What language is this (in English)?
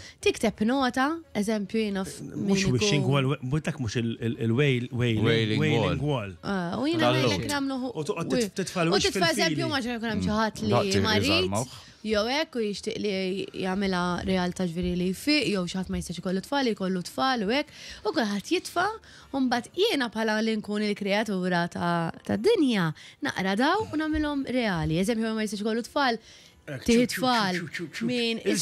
Maltese